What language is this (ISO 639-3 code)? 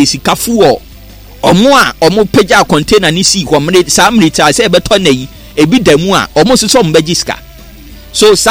aka